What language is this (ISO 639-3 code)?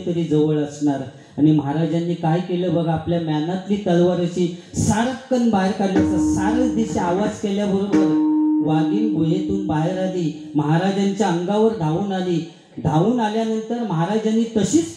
mar